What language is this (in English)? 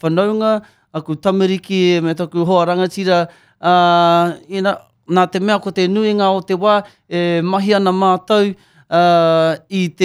Māori